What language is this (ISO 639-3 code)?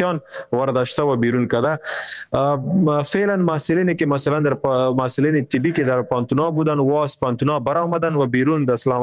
fas